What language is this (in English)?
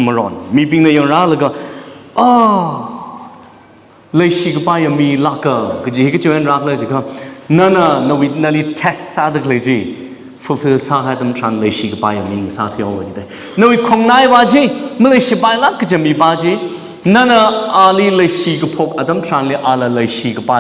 Tangkhul Naga (India)